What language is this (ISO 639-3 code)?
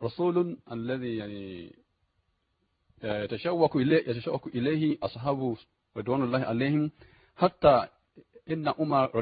ara